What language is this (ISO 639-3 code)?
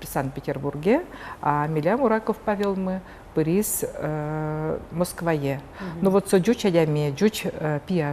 udm